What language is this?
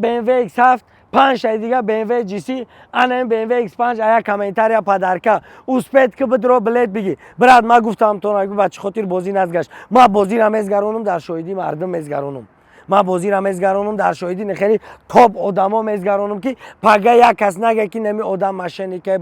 Tajik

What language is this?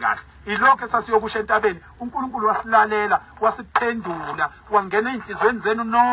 Zulu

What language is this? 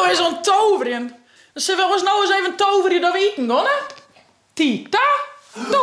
Western Frisian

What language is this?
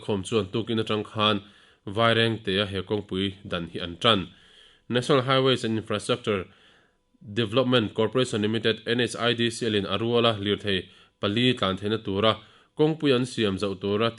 Mizo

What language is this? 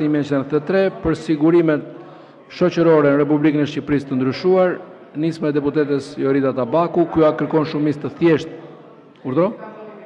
Albanian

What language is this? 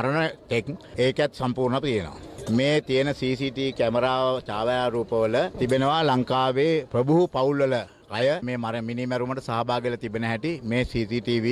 Sinhala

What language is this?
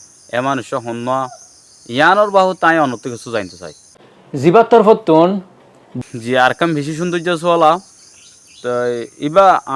Rohingya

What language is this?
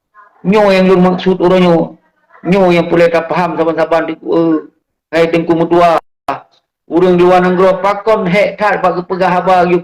Achinese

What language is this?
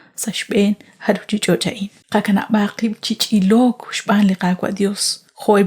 Kekchí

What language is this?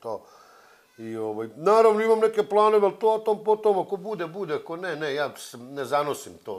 Serbian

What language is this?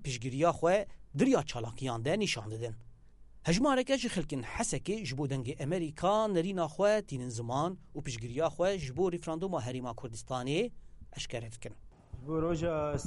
Kurdish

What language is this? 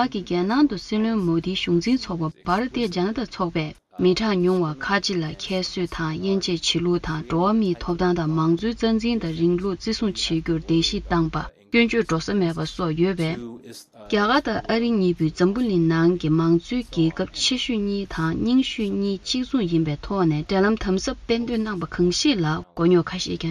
Tibetan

